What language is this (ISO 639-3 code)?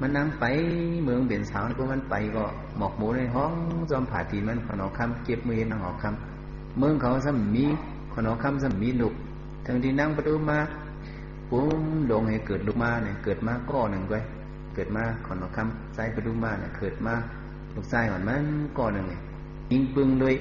shn